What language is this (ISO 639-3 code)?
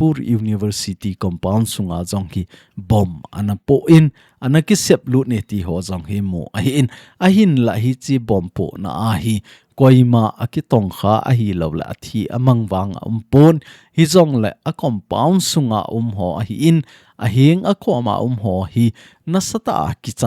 tcz